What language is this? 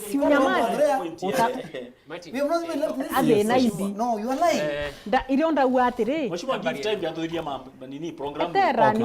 Meru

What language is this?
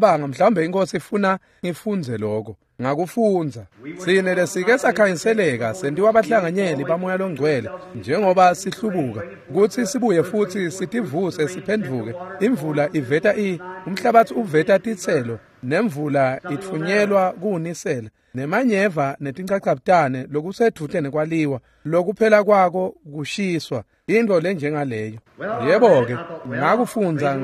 Swati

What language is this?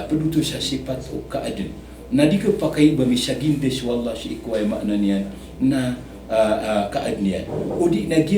Maranao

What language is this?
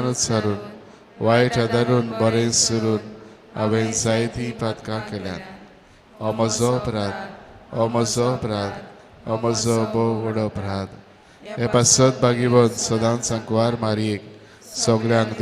Konkani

